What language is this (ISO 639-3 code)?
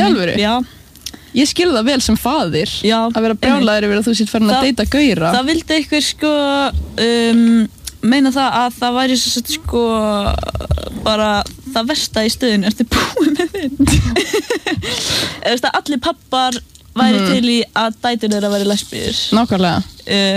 isl